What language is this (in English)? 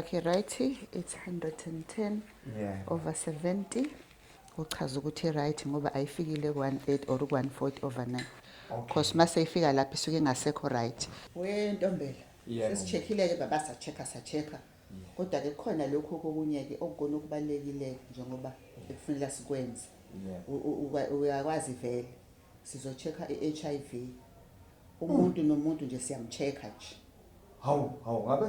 Zulu